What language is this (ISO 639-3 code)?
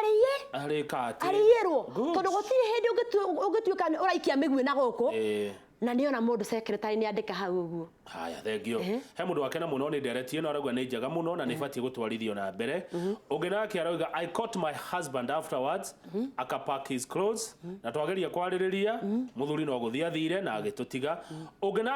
kik